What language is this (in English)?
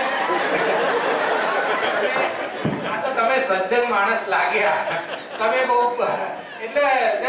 Gujarati